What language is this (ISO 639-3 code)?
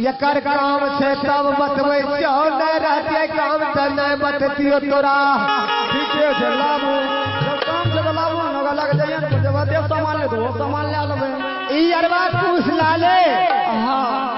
mai